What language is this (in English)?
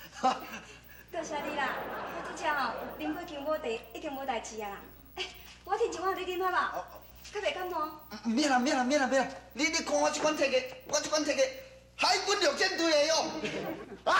Min Nan Chinese